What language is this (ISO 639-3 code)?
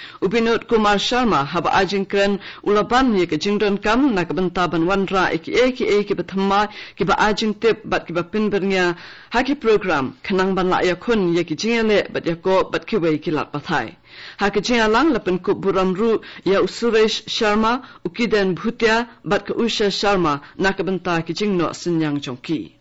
kha